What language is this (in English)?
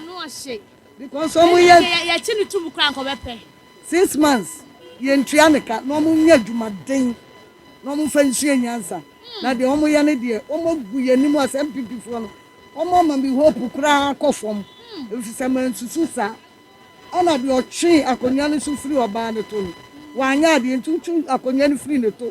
Akan